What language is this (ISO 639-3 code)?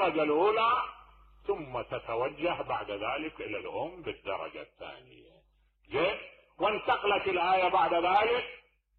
acm